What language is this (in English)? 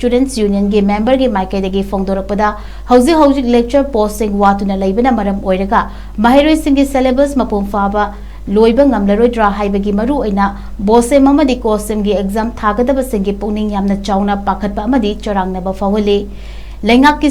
Manipuri